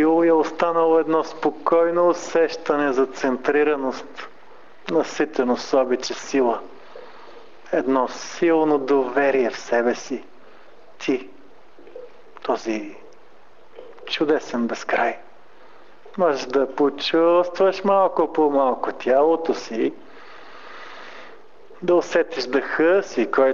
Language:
Bulgarian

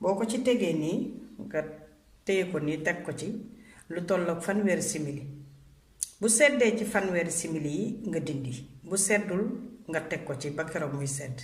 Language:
Wolof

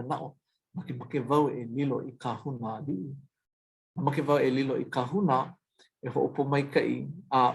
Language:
Hawaiian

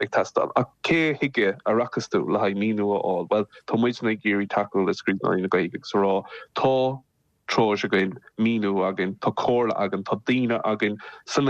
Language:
Irish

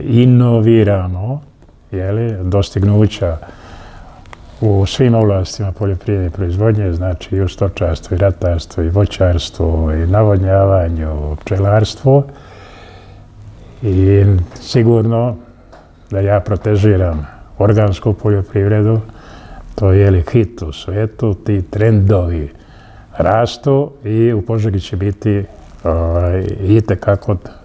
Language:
Serbian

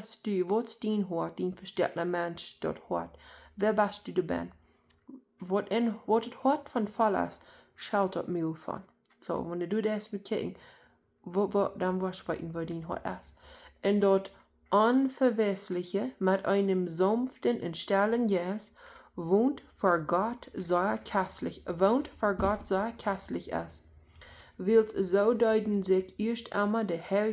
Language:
Plautdietsch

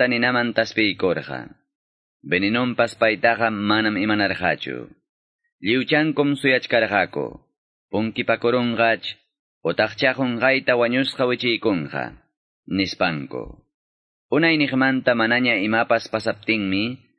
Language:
Ayacucho Quechua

